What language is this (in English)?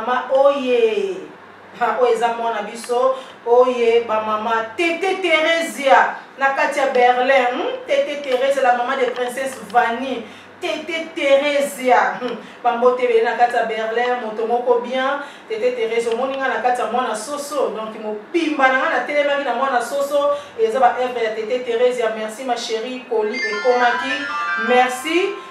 Lingala